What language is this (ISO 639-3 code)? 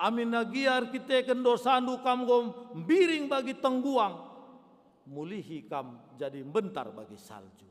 btx